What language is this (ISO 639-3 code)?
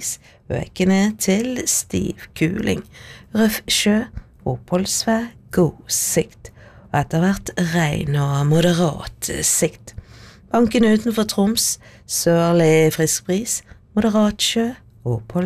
nor